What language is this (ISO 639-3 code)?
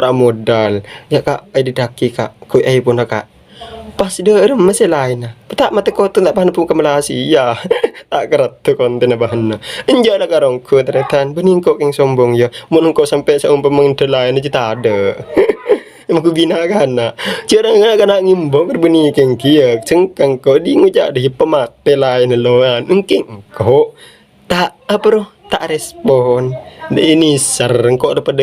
mad